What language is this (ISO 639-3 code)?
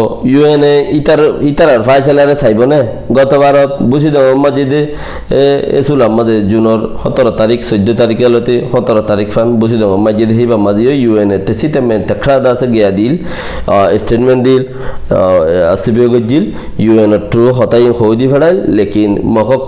rhg